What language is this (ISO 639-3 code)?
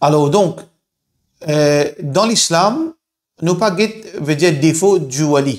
mfe